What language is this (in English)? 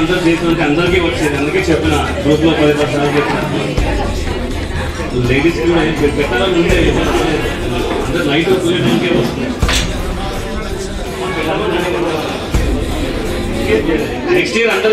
Telugu